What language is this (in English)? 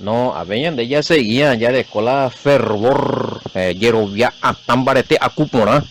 Guarani